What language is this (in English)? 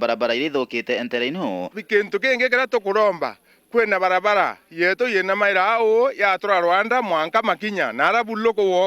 Meru